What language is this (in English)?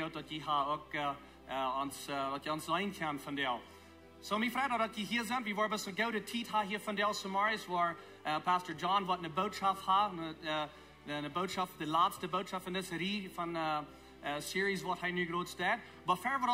Plautdietsch